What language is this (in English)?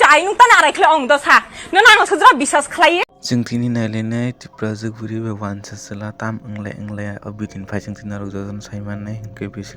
Kok Borok